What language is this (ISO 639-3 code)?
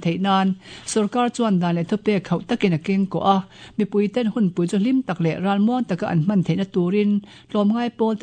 lus